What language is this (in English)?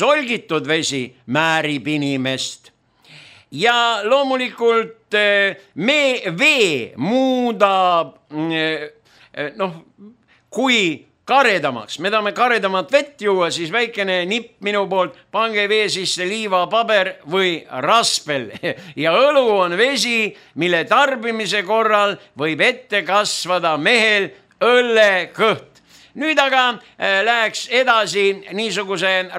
Estonian